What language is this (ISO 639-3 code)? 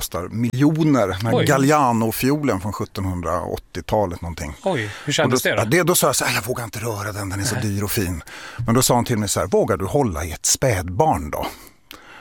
swe